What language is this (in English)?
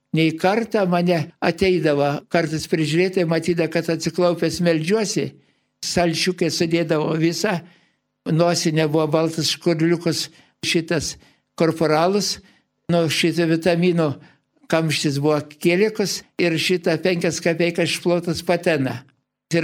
Lithuanian